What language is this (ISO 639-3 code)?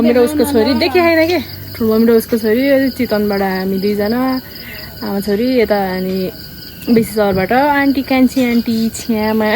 nep